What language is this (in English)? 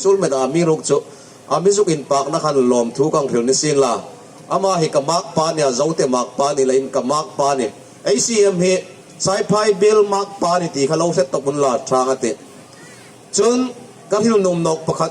Hmar